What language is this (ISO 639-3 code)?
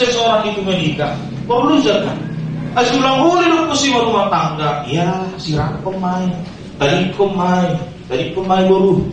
bts